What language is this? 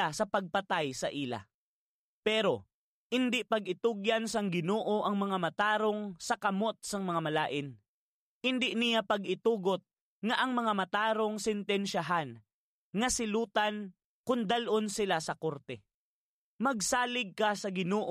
Hiligaynon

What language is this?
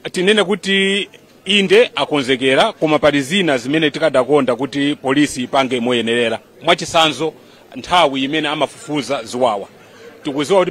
Nyanja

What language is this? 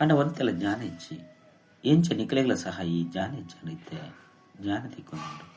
Tulu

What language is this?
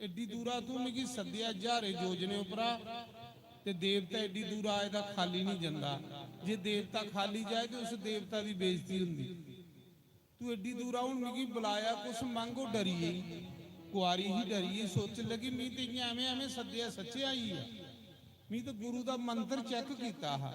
Dogri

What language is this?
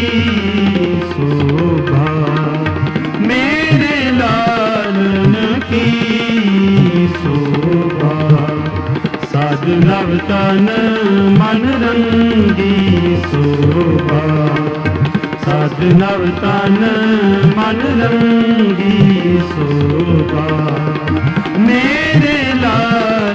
Hindi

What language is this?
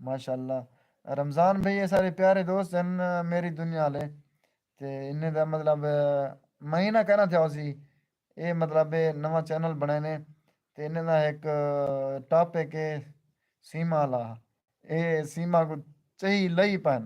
Saraiki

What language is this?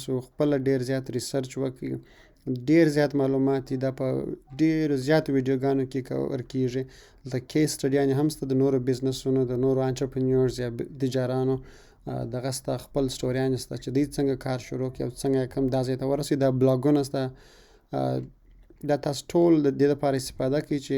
Pashto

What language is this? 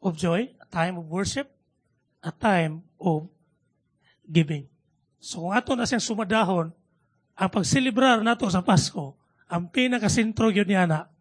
Cebuano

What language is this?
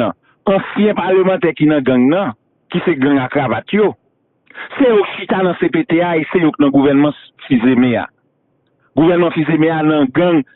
Haitian Creole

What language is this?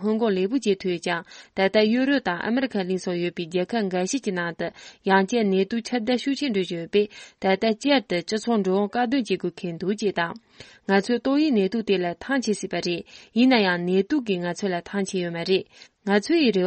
Tibetan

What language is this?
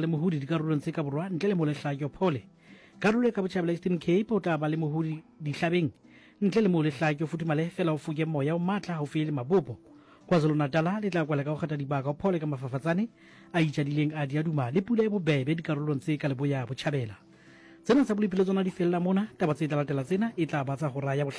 Southern Sotho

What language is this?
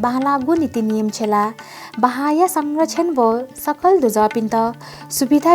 Newari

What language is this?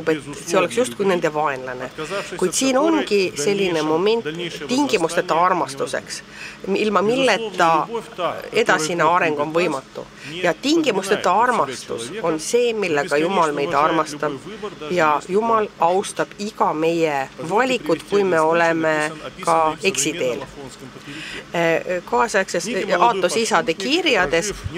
Estonian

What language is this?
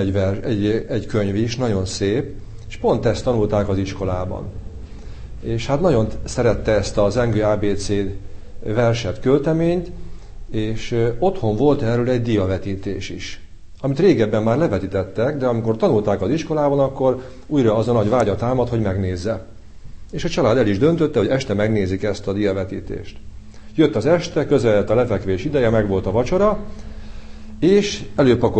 Hungarian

